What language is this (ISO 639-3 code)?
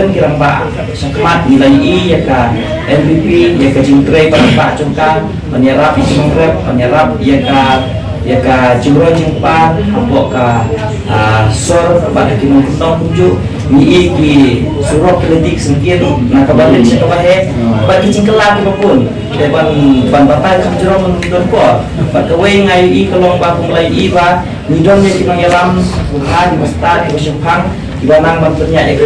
kha